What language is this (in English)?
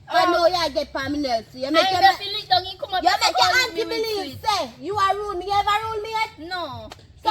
Jamaican Creole English